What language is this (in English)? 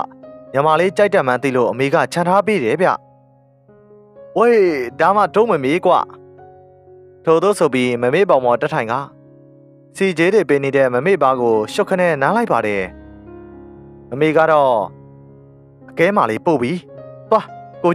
Burmese